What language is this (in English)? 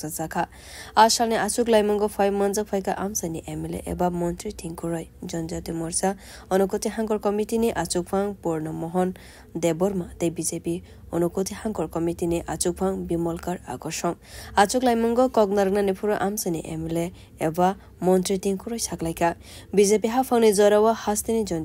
Kok Borok